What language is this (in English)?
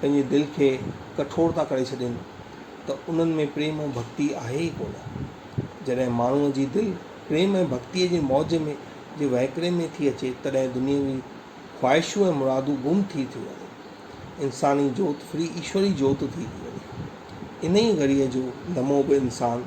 Sindhi